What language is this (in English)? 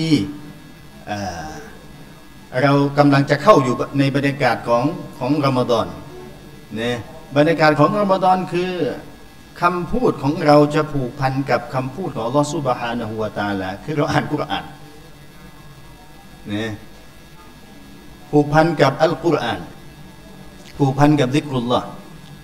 Thai